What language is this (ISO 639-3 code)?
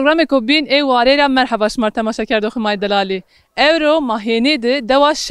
zza